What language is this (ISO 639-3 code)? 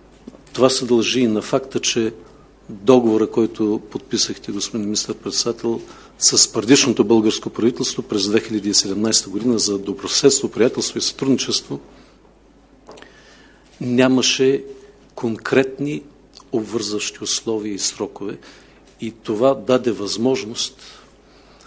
bul